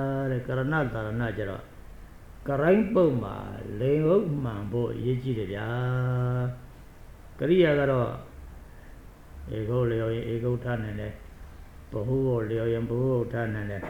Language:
Burmese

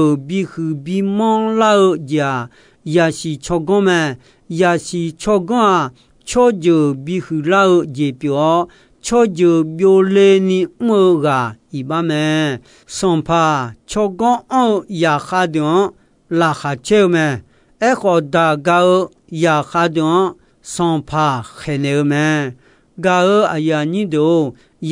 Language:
Akha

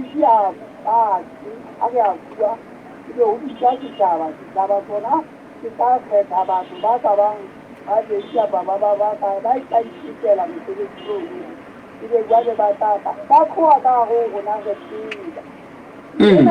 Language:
Southern Sotho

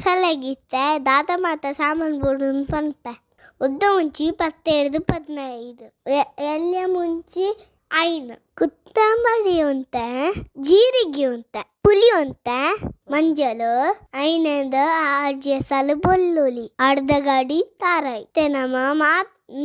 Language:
Tulu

